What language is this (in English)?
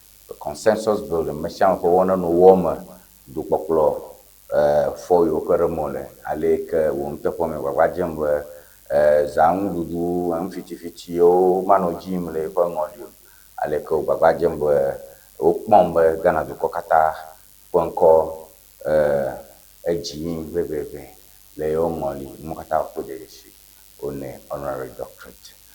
Ewe